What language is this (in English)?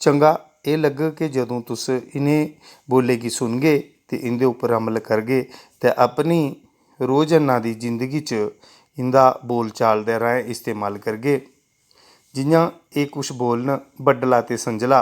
Dogri